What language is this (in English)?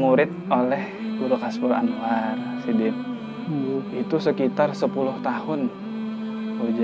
Banjar